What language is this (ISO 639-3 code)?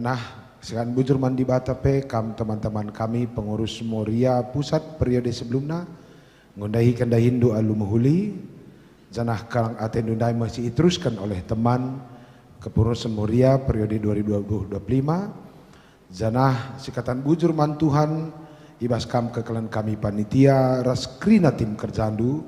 btx